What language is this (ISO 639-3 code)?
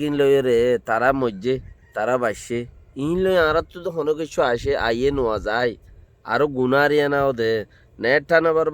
rhg